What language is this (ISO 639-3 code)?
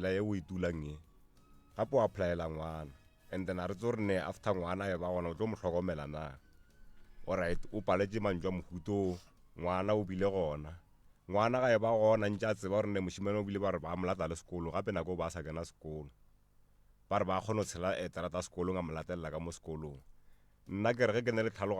nso